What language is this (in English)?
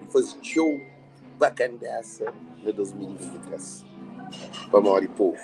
Kabuverdianu